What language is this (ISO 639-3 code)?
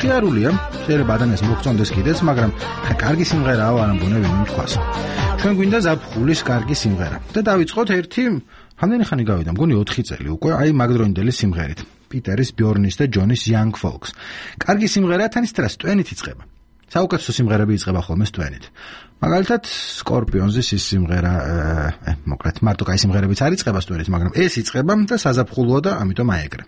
kat